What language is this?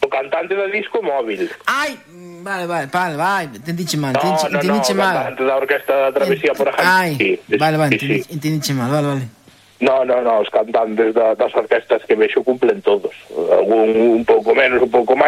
Galician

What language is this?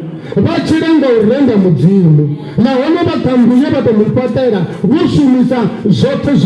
Venda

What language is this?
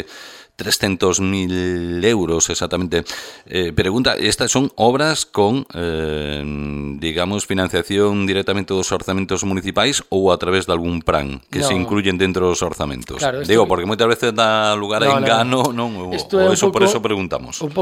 Galician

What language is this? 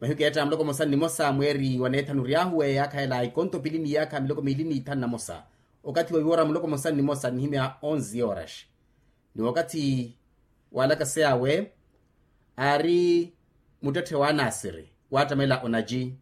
Makhuwa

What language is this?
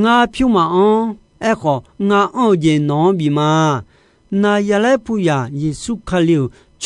Akha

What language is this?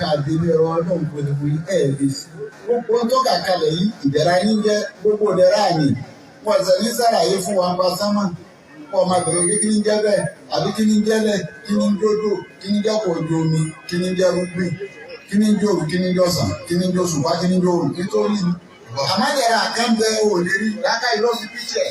Yoruba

